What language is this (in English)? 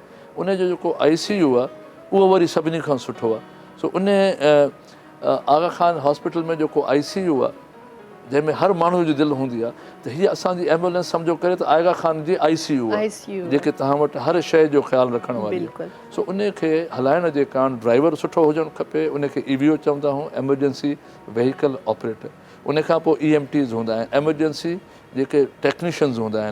Sindhi